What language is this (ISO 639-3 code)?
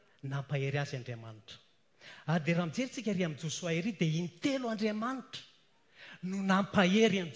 mlg